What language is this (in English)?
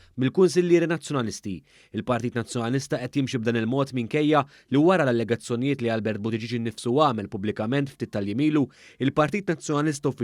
Maltese